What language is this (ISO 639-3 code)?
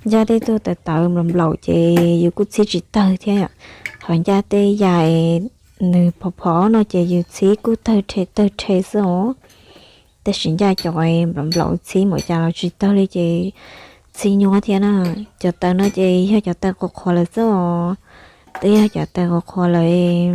hmn